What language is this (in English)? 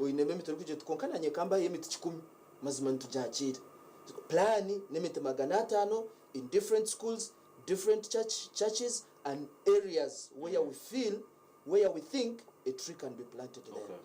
Nyankole